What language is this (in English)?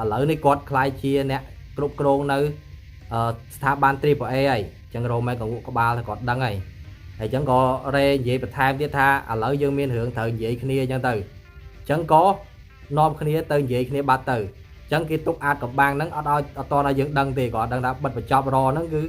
Khmer